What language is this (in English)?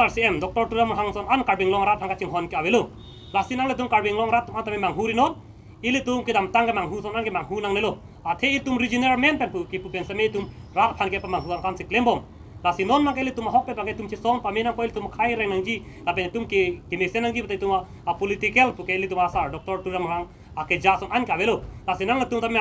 Karbi